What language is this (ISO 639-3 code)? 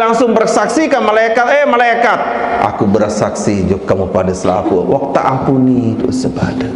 sas